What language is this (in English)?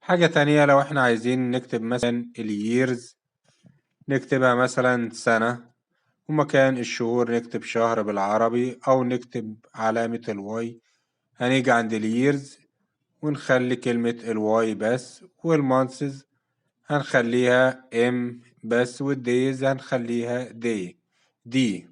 Egyptian Arabic